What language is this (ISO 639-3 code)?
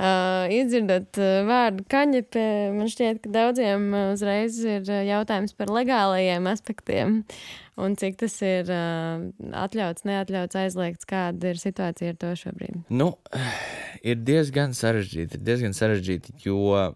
lav